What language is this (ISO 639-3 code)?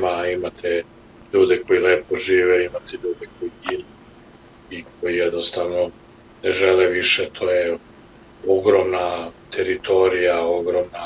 srp